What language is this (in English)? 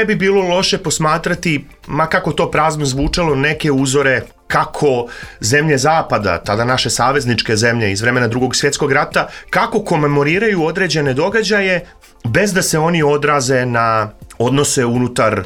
Croatian